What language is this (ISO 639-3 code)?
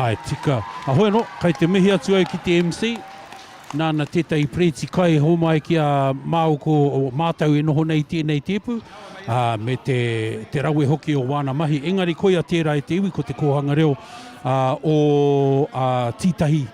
mri